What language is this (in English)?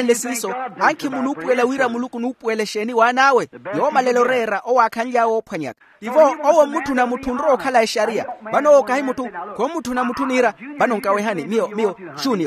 Makhuwa